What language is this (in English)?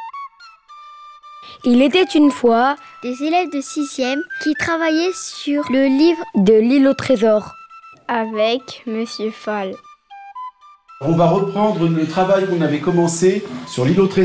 French